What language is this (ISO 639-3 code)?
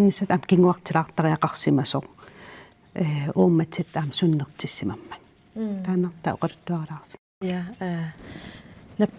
kal